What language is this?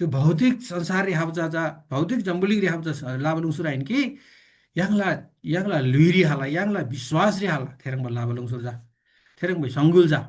Eastern Tamang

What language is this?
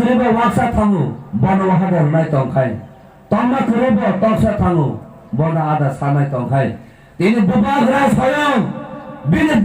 Kok Borok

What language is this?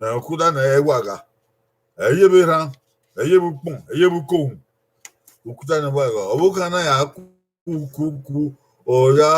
Bini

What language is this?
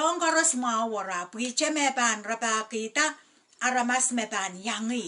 Pohnpeian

